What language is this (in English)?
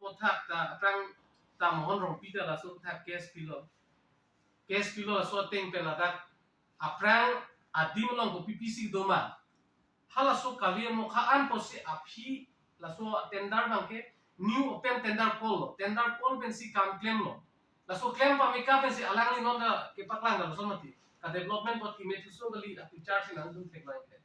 Karbi